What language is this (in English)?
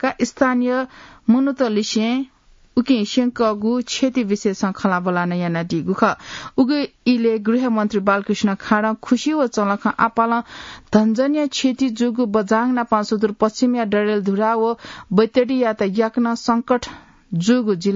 Newari